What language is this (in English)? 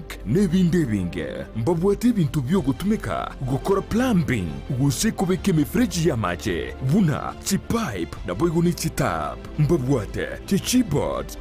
Gusii